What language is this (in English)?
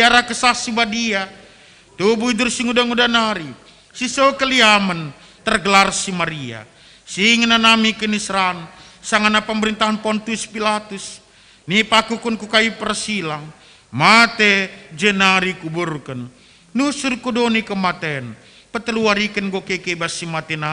Batak Karo